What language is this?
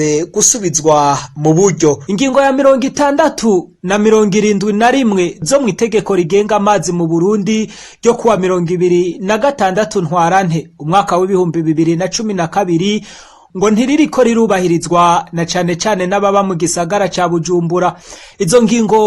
Rundi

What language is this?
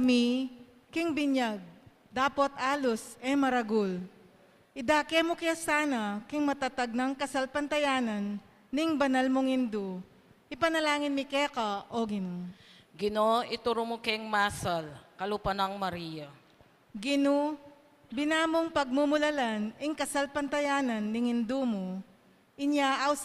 Pampanga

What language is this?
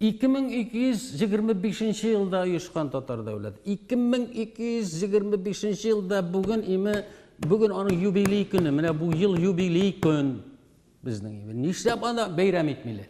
Tatar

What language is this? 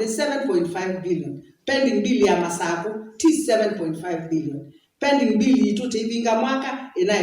Kamba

